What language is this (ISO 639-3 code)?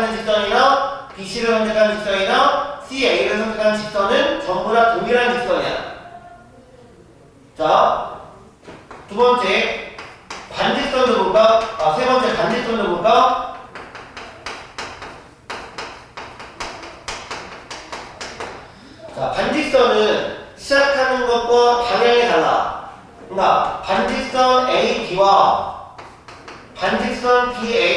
kor